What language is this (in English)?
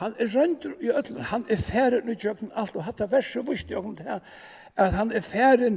Faroese